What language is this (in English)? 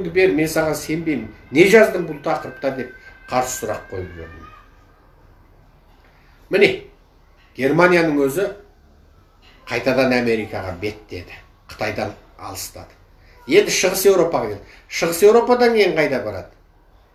Kazakh